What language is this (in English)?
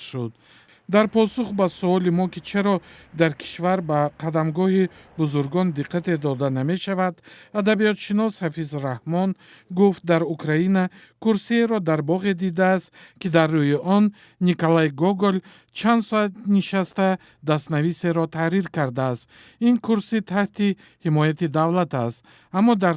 Tajik